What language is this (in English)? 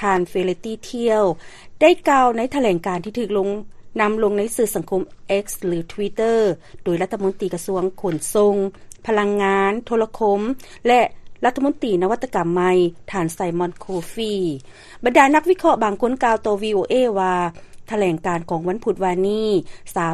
Lao